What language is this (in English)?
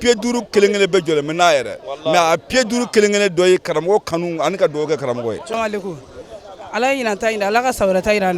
Bambara